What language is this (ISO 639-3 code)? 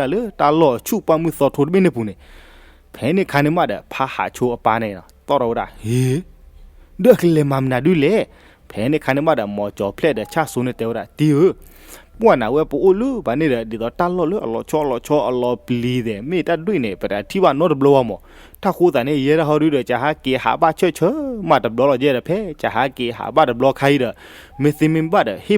ksw